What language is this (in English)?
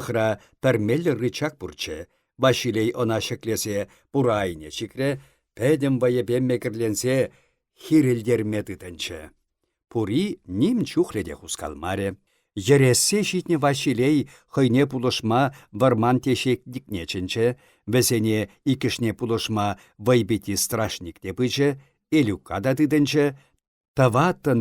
Chuvash